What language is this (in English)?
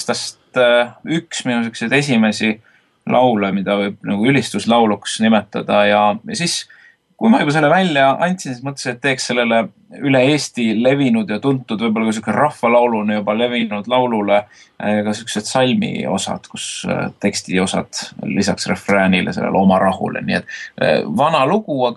Estonian